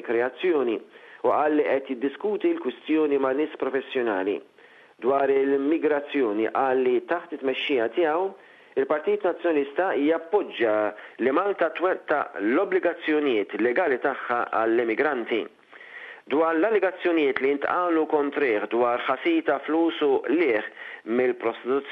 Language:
Maltese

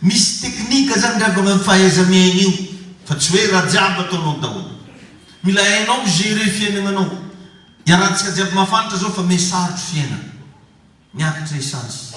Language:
Malagasy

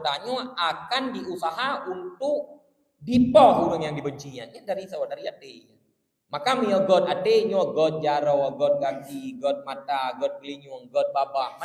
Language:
Achinese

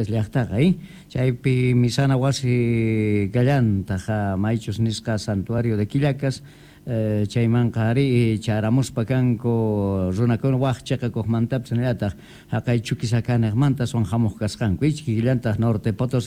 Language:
Quechua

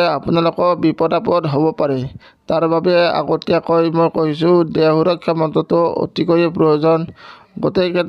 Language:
Assamese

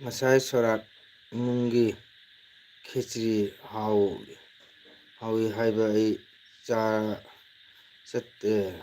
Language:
Manipuri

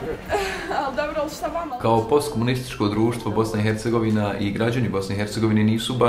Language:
Bosnian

